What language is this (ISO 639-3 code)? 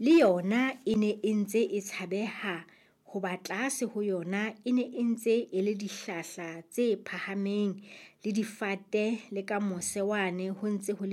sot